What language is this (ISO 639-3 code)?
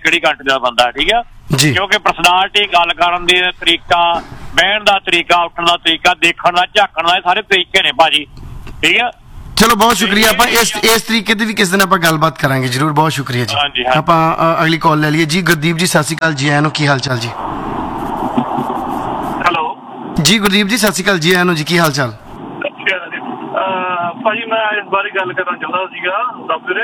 pan